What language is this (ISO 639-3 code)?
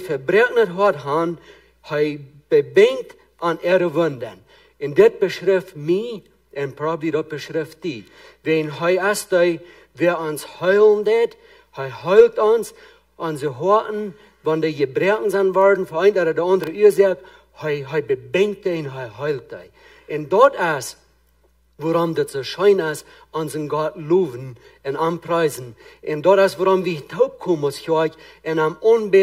pdt